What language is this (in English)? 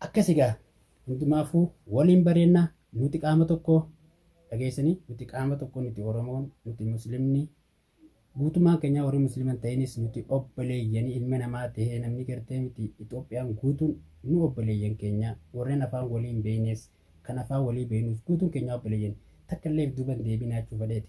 Oromo